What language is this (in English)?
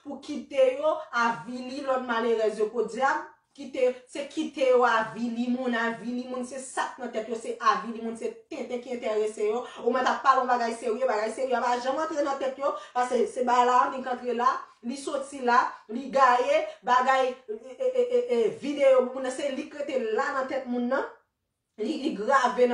Haitian Creole